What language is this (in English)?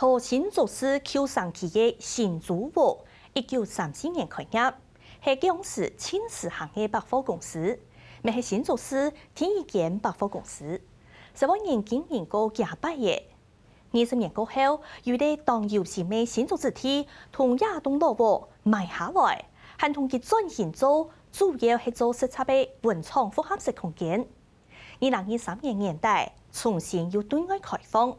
Hakka Chinese